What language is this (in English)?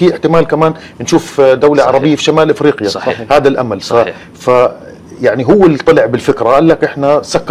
Gulf Arabic